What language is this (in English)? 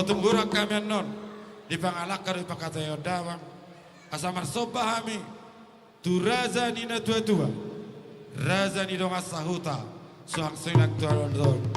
Batak Toba